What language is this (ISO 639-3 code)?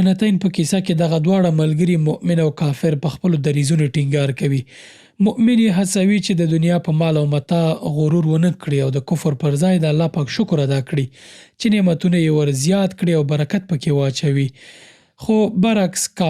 pus